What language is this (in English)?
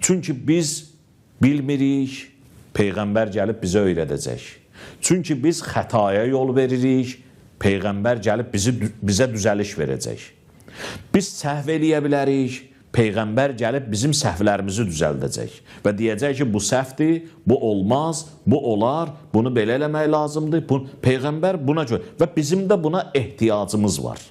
Azerbaijani